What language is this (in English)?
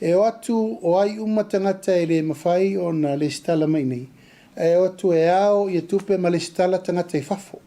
Samoan